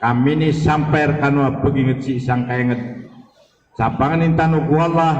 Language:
Maranao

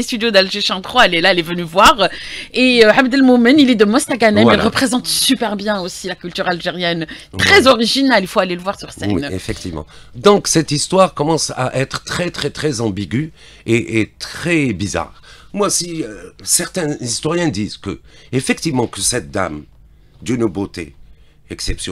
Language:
French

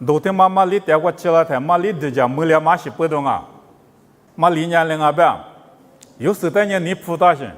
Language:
Lisu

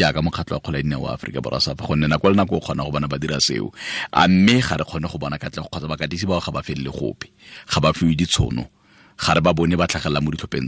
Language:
Tswana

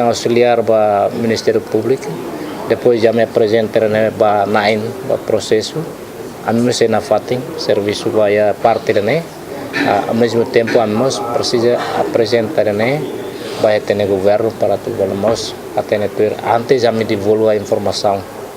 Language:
Tetum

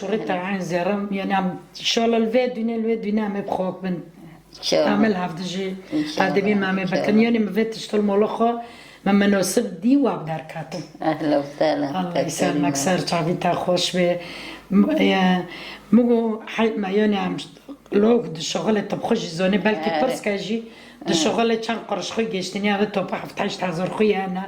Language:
Kurdish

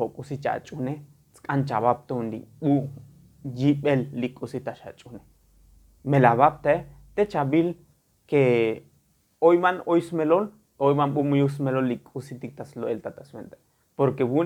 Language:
Tzotzil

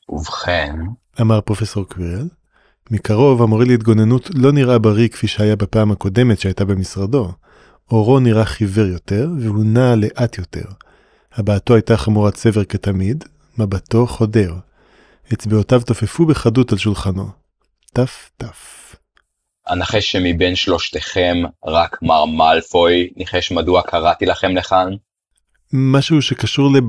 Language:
Hebrew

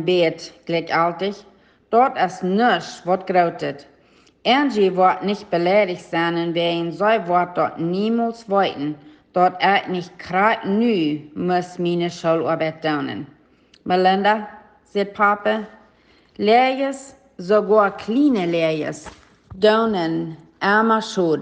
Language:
Plautdietsch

